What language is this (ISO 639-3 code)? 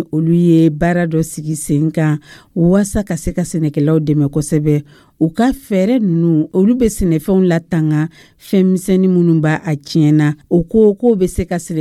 dyu